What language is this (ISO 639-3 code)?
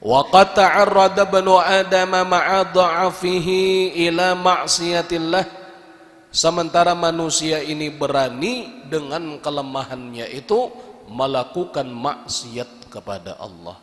bjn